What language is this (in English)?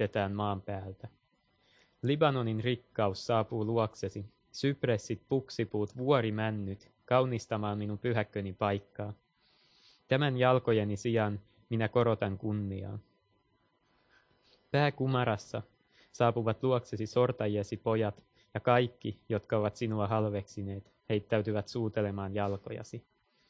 Finnish